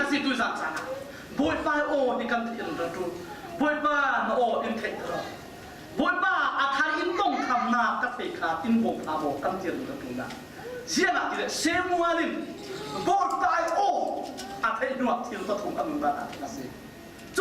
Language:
Falam Chin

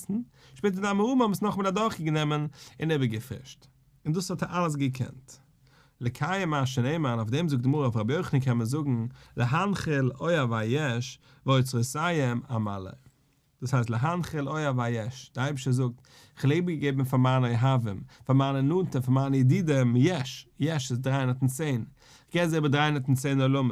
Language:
Yiddish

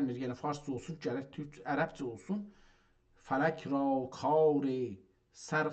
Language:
South Azerbaijani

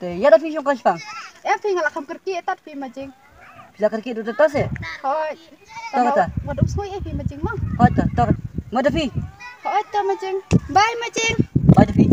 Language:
Khasi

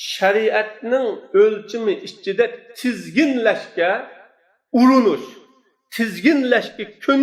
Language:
Uyghur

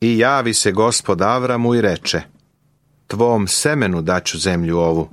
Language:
Serbian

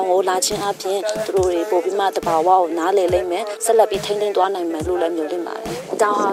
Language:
Burmese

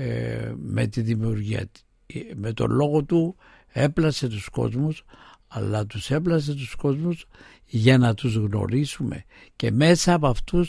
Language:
Greek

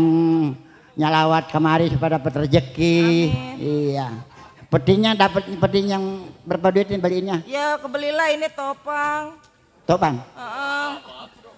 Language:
Betawi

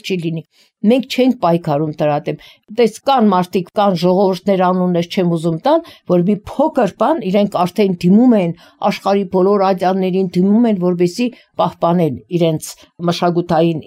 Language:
Armenian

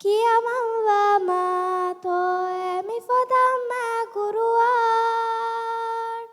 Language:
Divehi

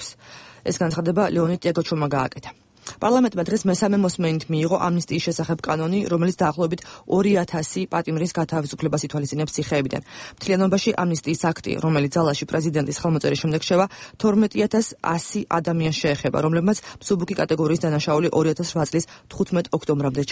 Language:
Georgian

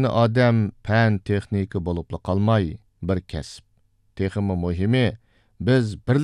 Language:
Uyghur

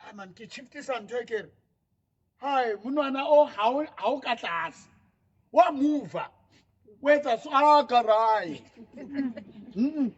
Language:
Southern Sotho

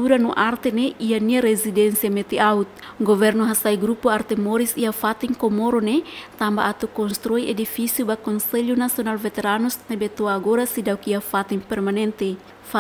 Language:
Tetum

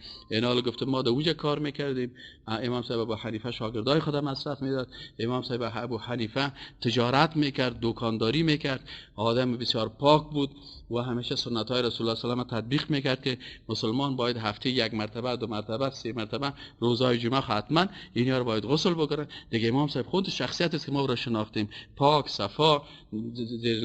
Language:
Persian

